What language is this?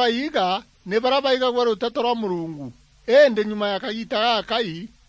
Meru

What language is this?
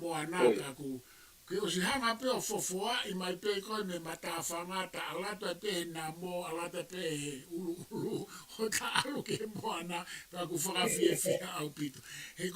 Tongan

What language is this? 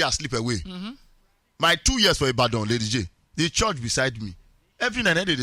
Nigerian Pidgin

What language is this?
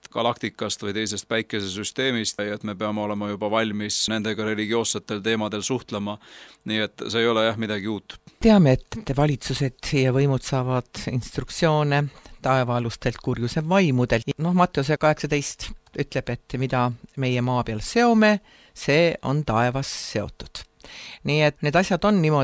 Estonian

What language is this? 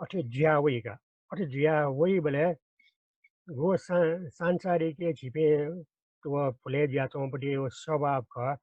Newari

